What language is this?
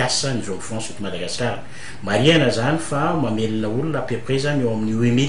Malagasy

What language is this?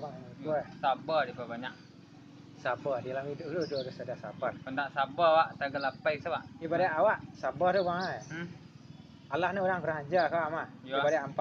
Minangkabau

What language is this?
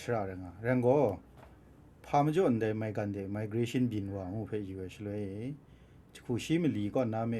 Kachin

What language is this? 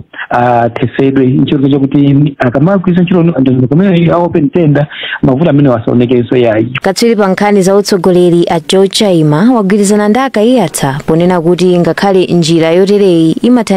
Nyanja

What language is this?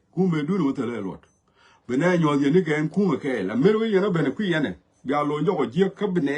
Nuer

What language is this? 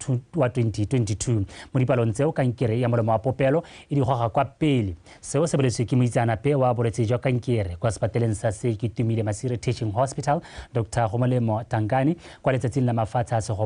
Tswana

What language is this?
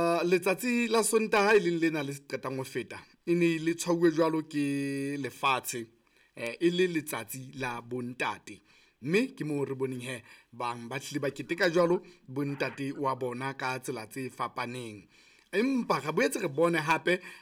Southern Sotho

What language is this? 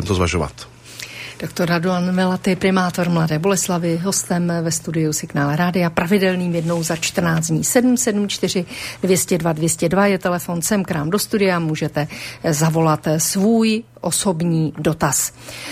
Czech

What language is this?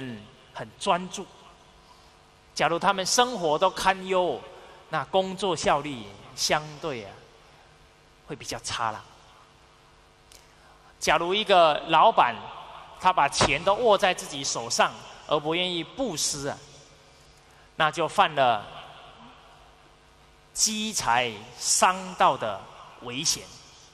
Chinese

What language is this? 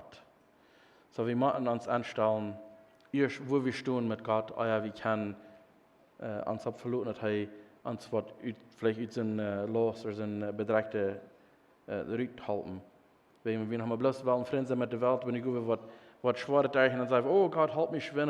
Plautdietsch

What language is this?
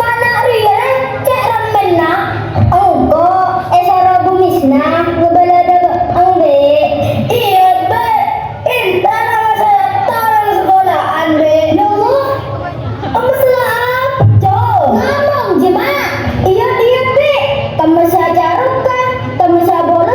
Madurese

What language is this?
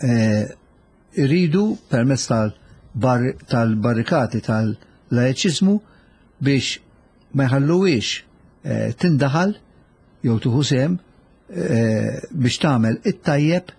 Maltese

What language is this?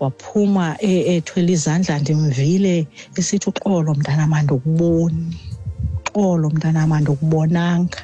Xhosa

